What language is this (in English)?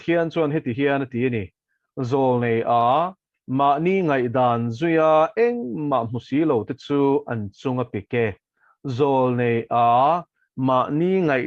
Mizo